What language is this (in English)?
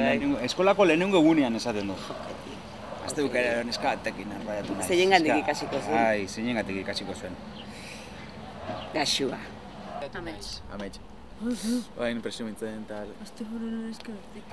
Basque